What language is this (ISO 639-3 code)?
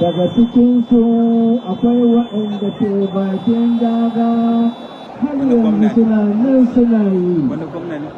hau